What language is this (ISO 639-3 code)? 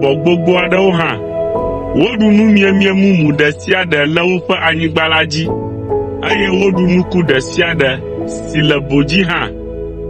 ewe